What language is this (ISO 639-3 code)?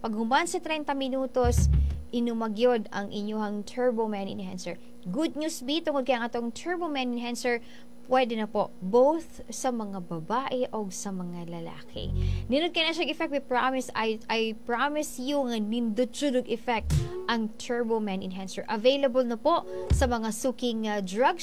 ceb